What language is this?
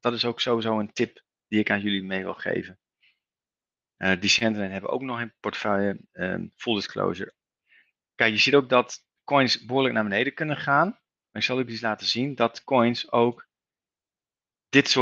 Dutch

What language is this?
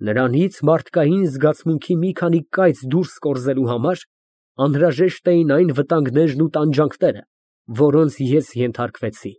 Armenian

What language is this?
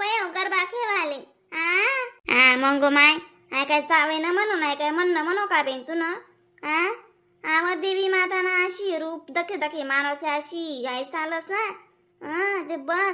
Khandesi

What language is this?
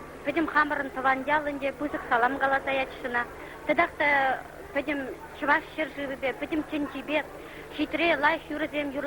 Chuvash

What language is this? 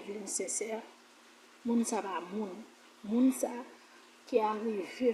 Haitian Creole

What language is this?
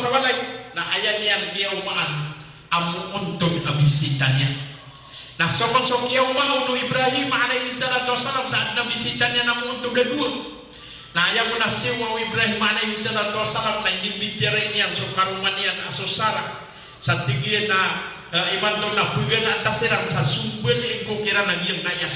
Maranao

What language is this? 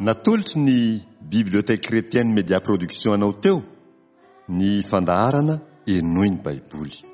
Malagasy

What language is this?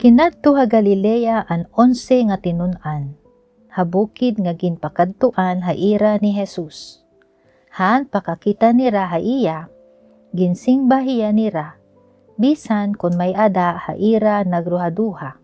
Waray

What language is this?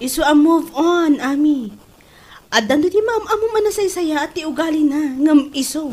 Iloko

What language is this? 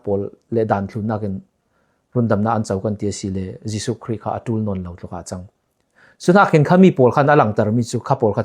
Falam Chin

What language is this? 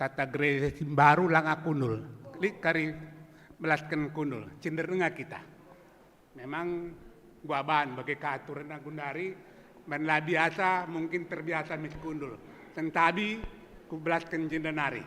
Batak Karo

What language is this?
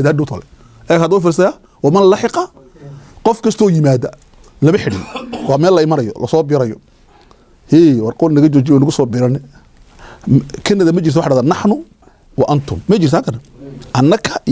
Somali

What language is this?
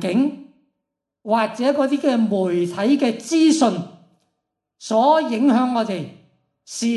Cantonese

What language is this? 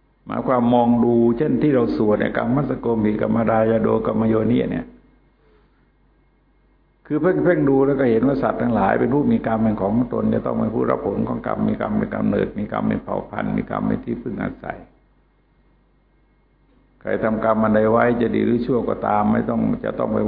Thai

